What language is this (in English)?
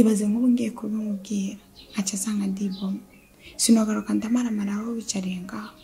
Rundi